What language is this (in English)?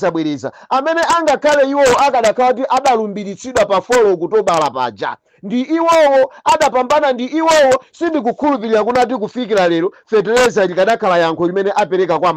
Nyanja